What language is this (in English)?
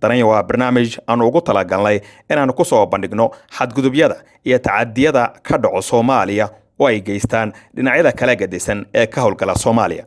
Somali